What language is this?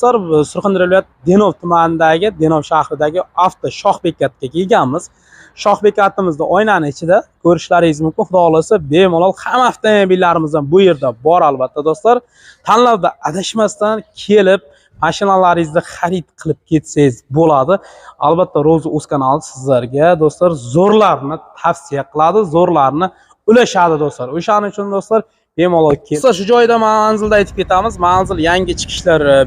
Uzbek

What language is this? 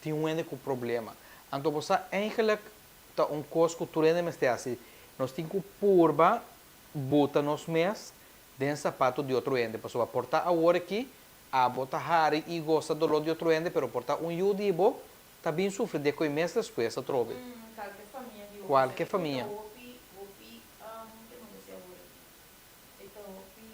Papiamento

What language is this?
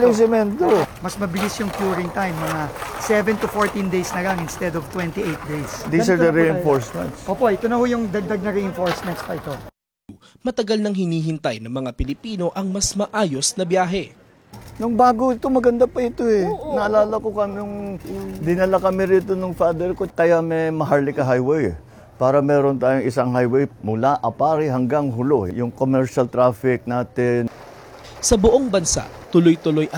Filipino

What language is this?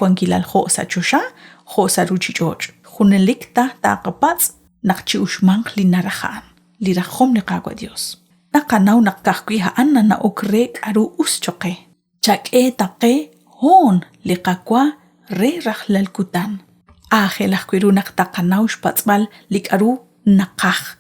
Kekchí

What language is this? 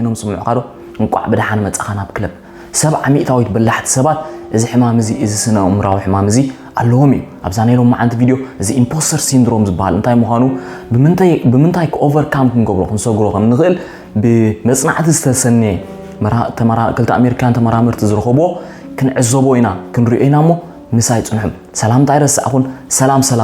Tigrinya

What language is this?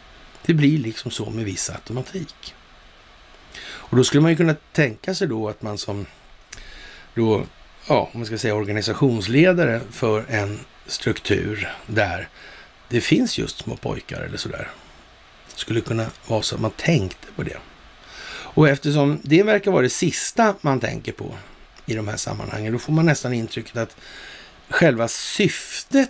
Swedish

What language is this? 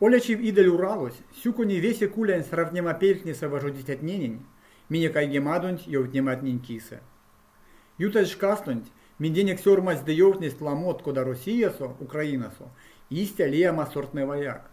Erzya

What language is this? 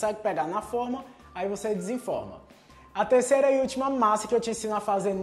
Portuguese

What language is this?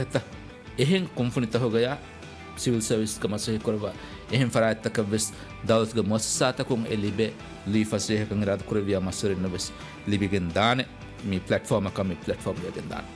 Divehi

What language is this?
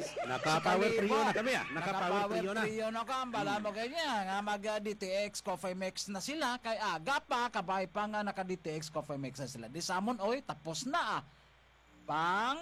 Hiligaynon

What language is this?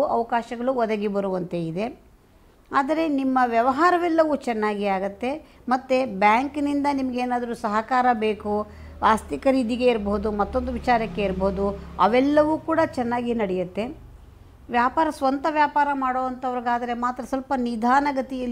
Kannada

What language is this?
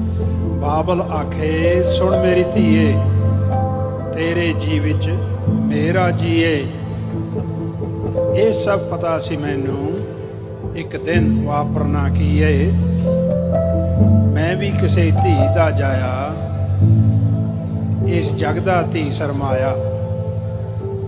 Punjabi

